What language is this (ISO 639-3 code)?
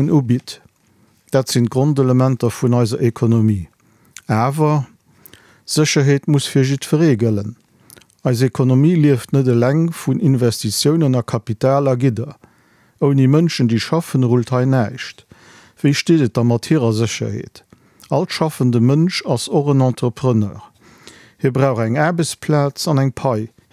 ltz